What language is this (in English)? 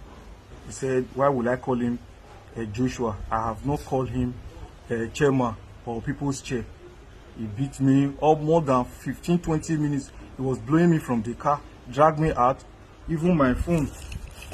Nigerian Pidgin